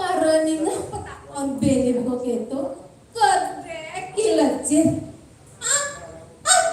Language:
Balinese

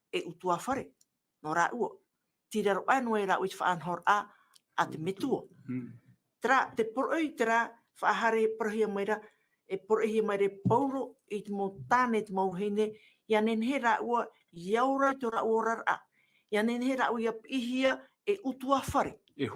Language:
Tahitian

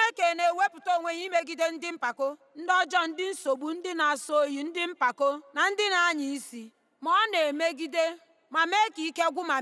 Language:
Igbo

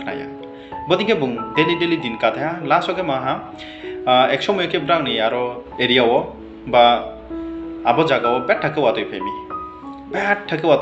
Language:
Riang (India)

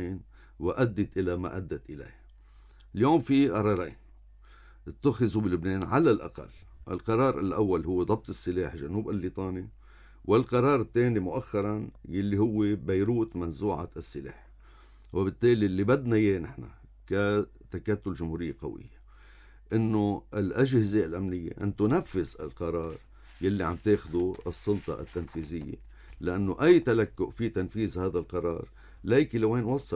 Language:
North Levantine Arabic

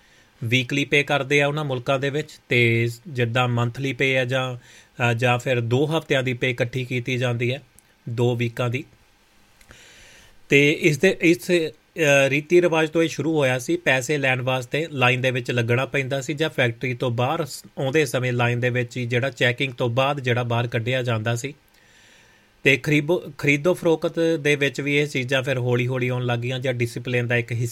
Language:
Punjabi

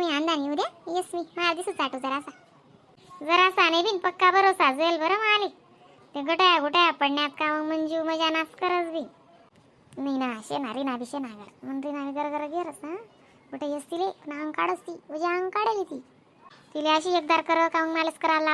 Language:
Khandesi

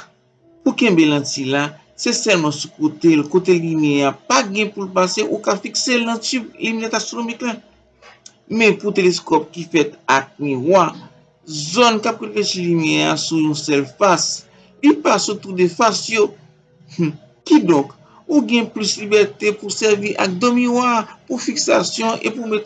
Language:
Haitian Creole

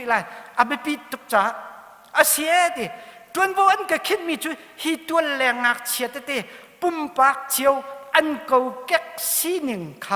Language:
Hakha Chin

